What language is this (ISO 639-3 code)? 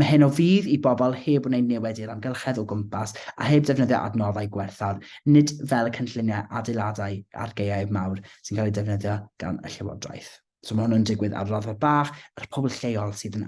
cym